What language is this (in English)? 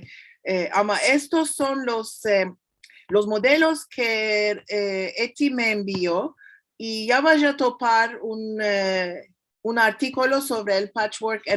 Ladino